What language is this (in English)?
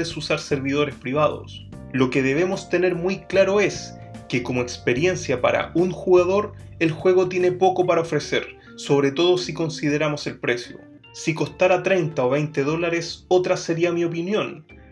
Spanish